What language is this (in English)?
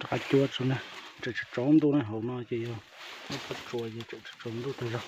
Hmong